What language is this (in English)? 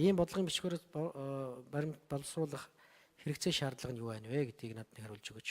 Mongolian